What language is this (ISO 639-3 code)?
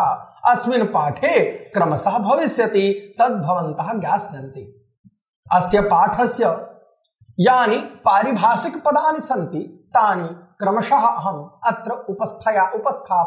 san